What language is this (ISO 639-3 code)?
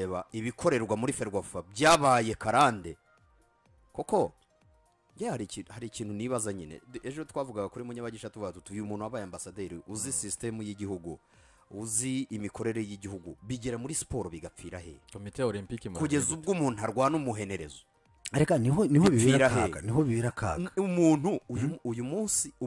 kin